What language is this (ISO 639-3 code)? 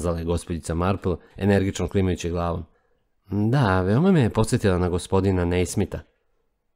srp